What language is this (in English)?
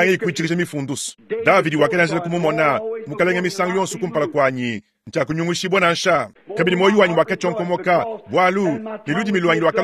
Luba-Lulua